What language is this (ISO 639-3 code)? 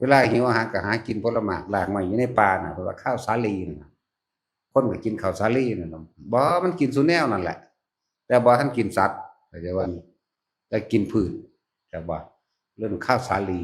tts